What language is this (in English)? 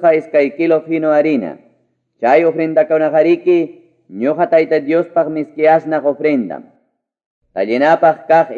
Ayacucho Quechua